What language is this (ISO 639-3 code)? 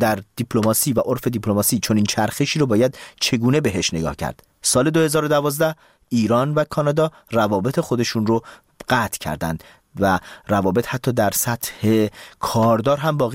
fas